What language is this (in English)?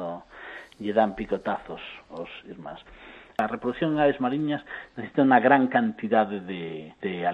Galician